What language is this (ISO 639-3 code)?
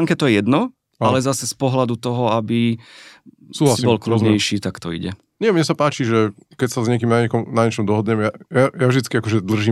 slk